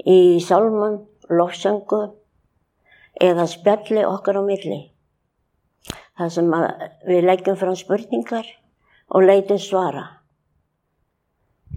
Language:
Icelandic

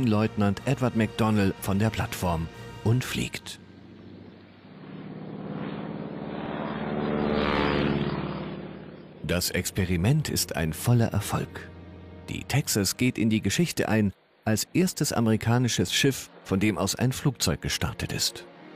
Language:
German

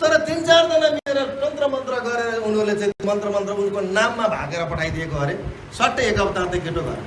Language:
Nepali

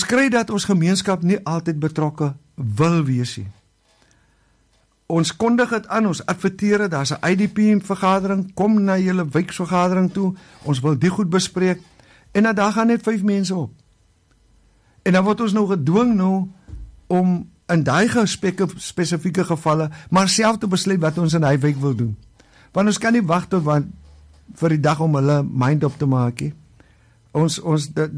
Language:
Afrikaans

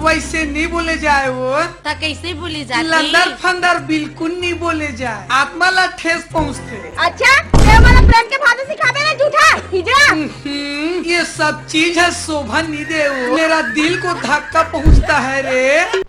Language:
Chhattisgarhi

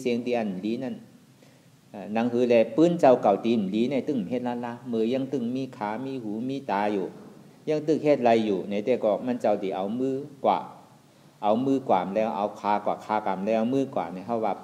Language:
Shan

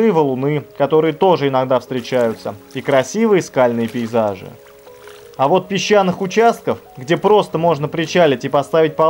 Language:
Russian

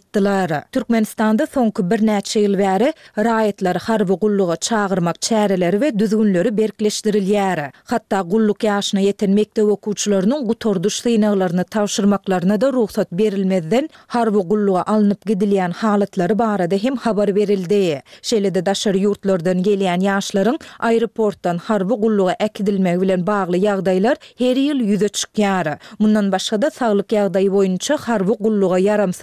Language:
Turkmen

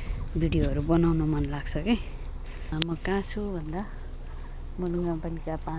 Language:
Nepali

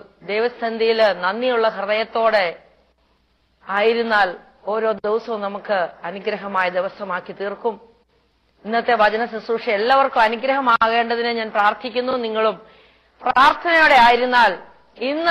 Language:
Malayalam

